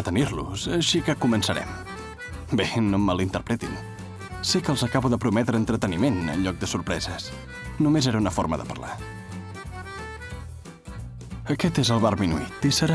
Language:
Catalan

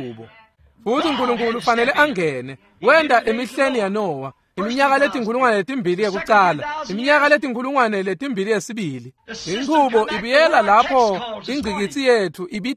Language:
Swati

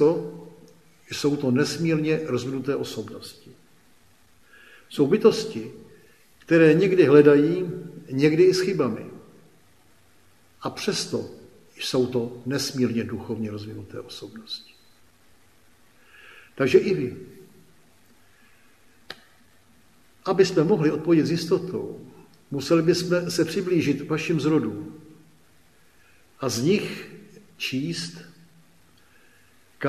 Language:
Czech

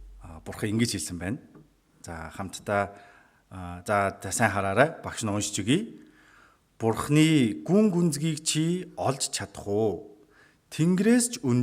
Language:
Mongolian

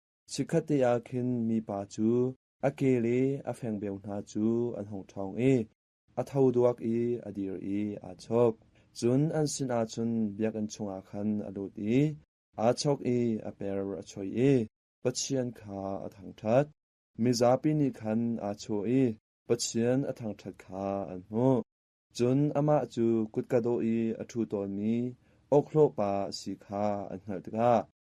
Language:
Hakha Chin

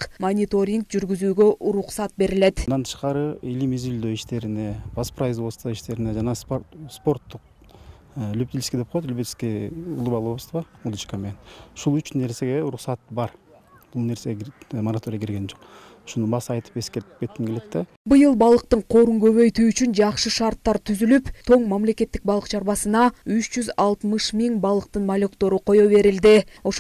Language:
Kyrgyz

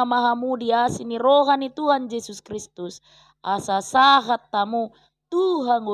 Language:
Batak Toba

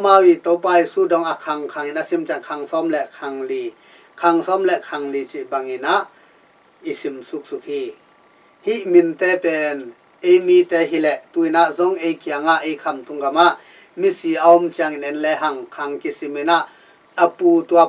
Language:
Tedim Chin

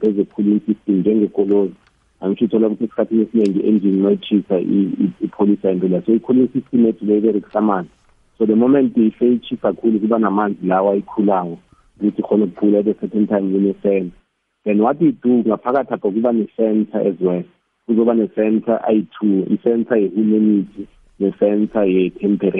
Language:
South Ndebele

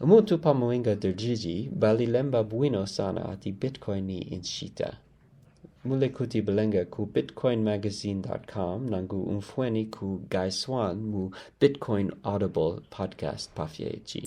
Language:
Bemba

